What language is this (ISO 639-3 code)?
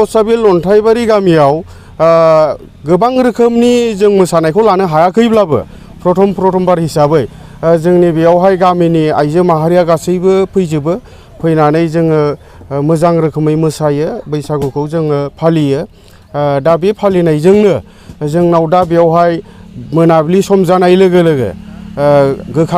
brx